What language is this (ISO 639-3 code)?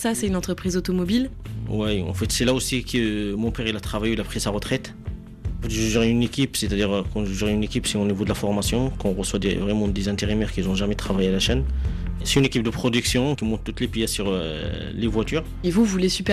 fra